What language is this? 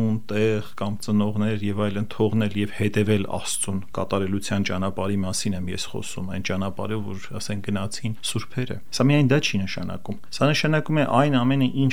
Armenian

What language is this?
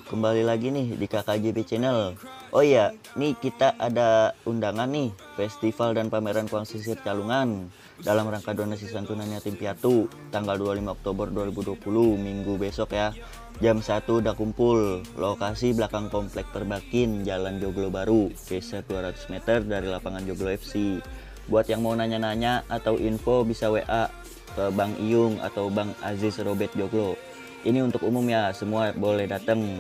Betawi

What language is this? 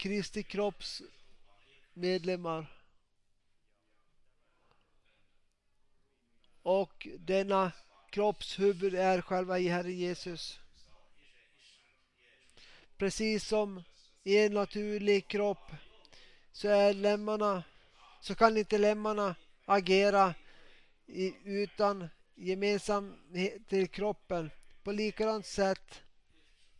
Swedish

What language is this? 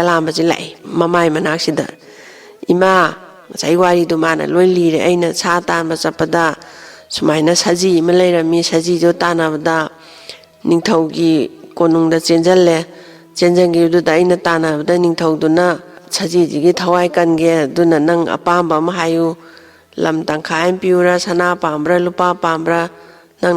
Manipuri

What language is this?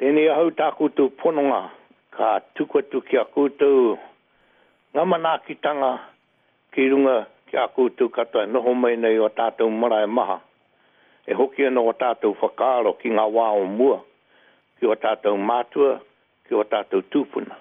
Māori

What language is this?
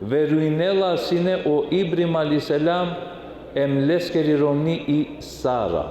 Balkan Romani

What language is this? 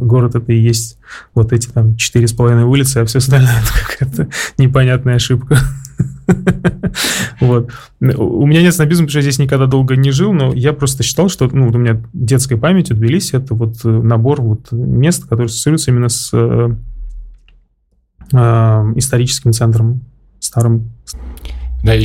Russian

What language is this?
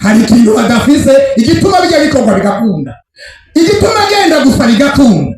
Rundi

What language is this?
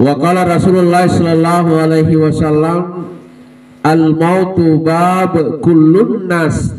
Buginese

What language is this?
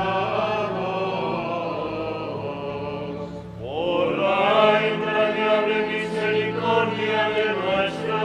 Spanish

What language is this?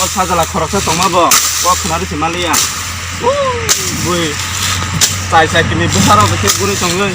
Kok Borok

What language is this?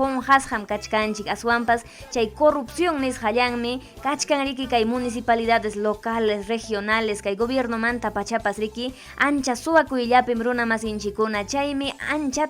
Ayacucho Quechua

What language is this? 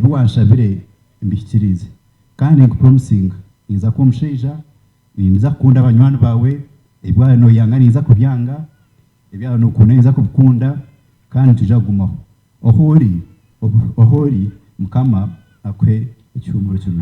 Nyankole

